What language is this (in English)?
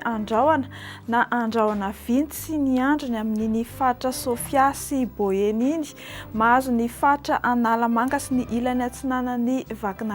Malagasy